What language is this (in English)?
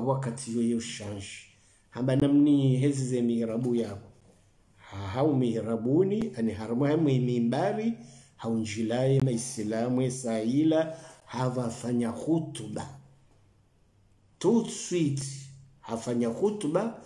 Swahili